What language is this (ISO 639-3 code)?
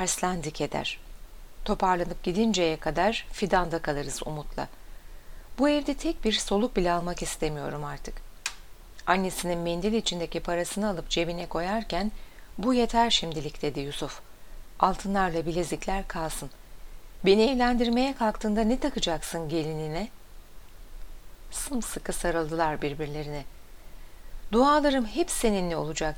tur